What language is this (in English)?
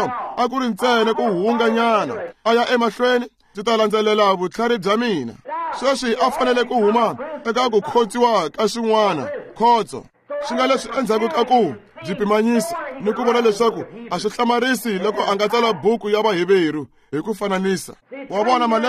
Tsonga